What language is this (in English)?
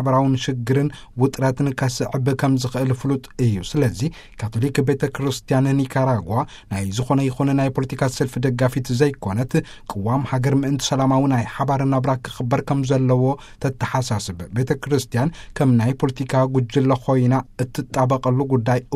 Tigrinya